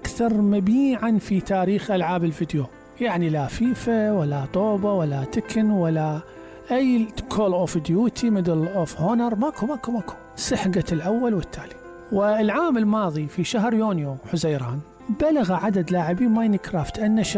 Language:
Mesopotamian Arabic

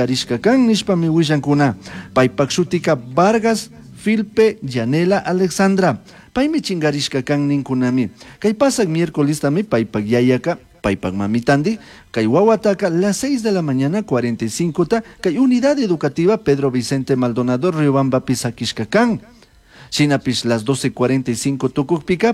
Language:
Chimborazo Highland Quichua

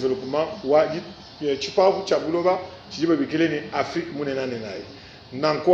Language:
Luba-Lulua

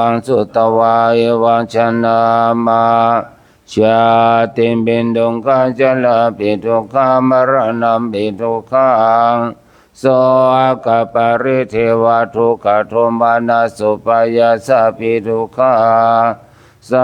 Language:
Pali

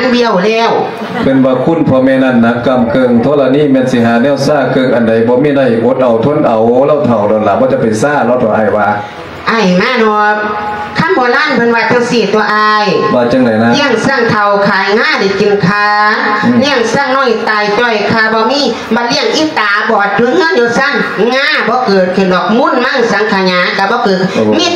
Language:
Lao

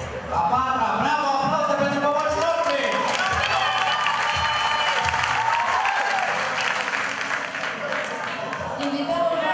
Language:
Romanian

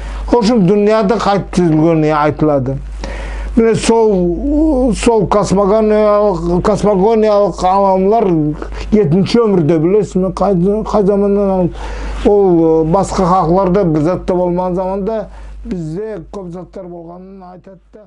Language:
Nogai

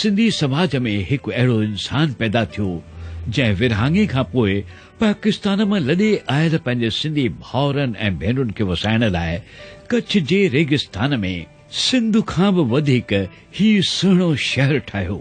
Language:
Sindhi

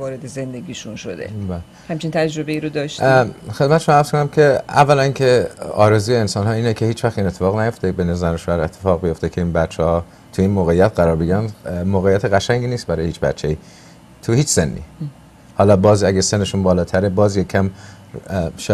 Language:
Persian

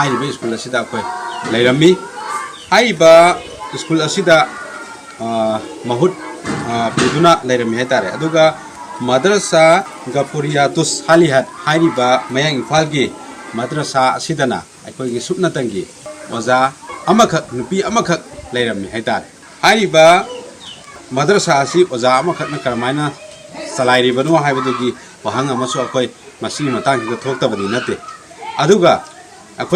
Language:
Manipuri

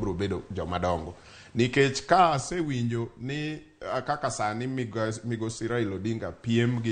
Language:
Luo (Kenya and Tanzania)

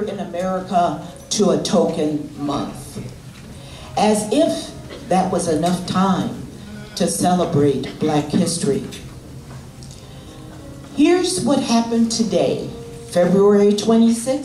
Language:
English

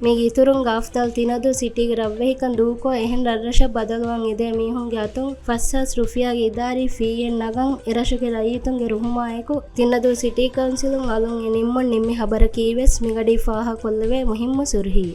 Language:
Divehi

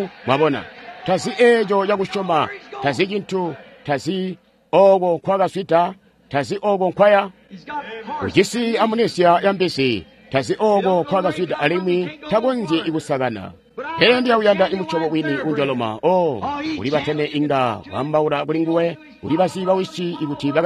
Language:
Tonga (Zambia)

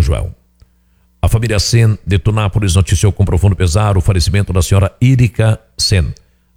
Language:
Portuguese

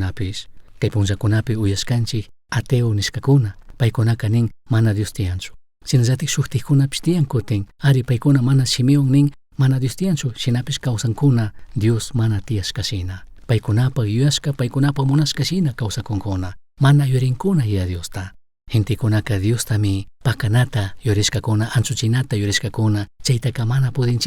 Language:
Chimborazo Highland Quichua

